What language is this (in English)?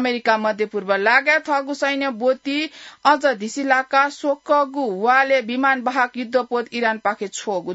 Newari